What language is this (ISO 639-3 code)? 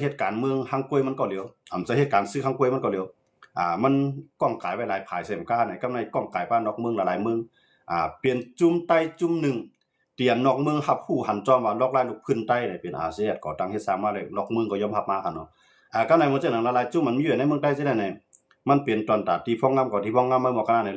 shn